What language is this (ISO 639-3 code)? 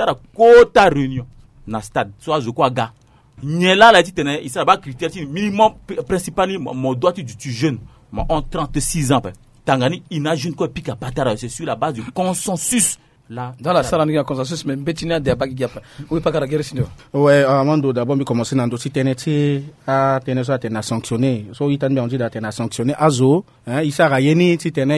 sag